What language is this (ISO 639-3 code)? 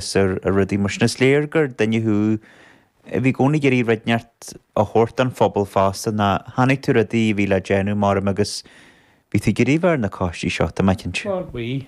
gle